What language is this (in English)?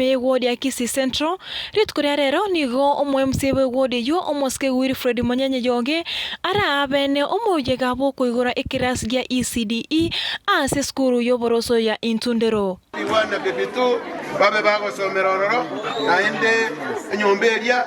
Gusii